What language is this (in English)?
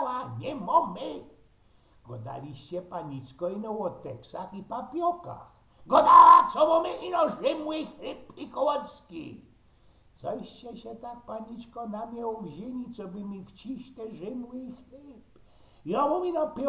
Silesian